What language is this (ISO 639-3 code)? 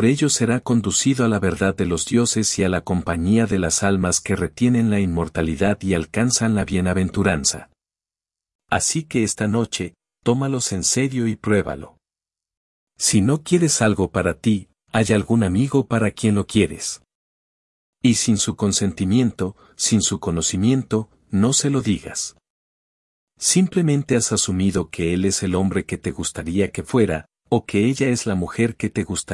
spa